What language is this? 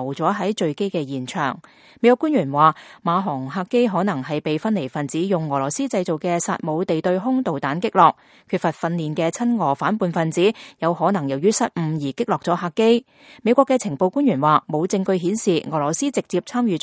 Cantonese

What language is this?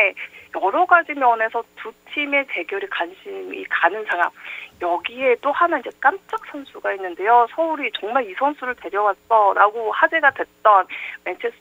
Korean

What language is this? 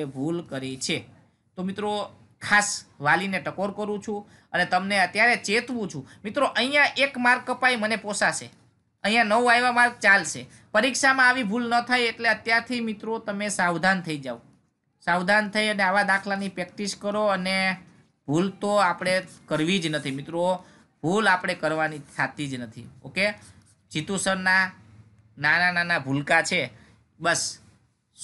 Gujarati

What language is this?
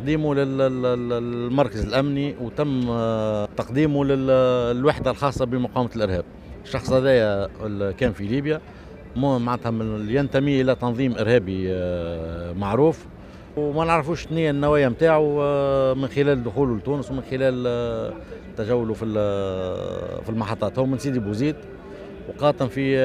Tunisian Arabic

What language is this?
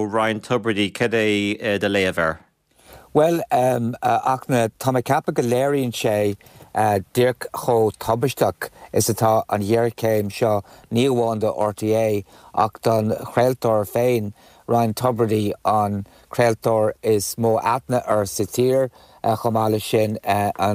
Irish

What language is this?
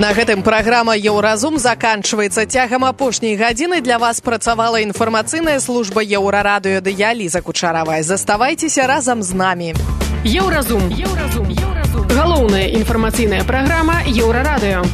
Belarusian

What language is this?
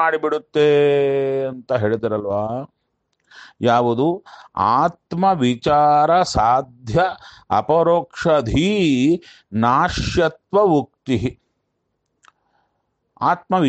Kannada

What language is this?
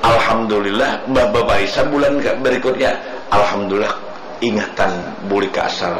Banjar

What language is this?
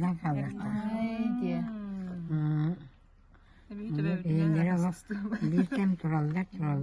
Yakut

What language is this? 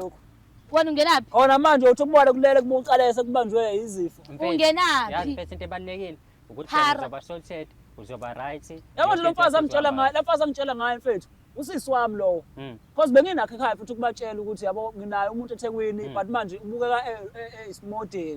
Zulu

